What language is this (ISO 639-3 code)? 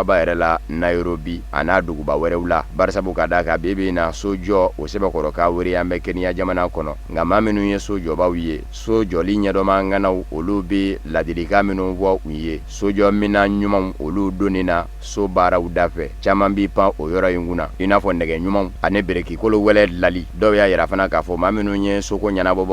bam